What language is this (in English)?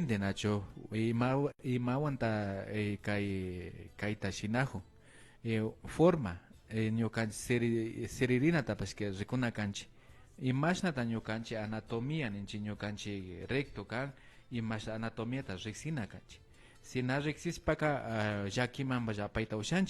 Imbabura Highland Quichua